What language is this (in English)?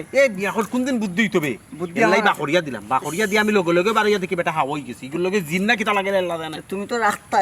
Sylheti